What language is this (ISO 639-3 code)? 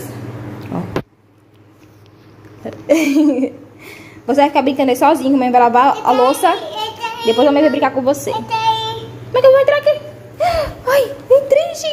por